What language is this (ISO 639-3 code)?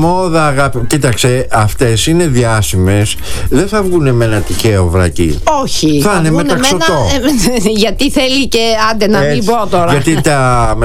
ell